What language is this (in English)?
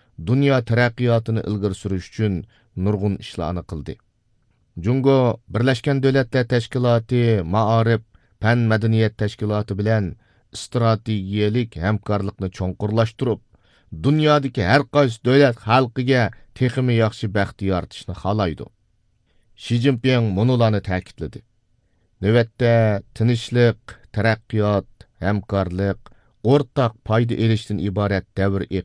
Uyghur